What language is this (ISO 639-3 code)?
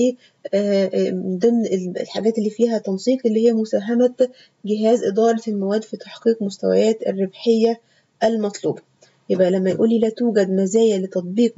arz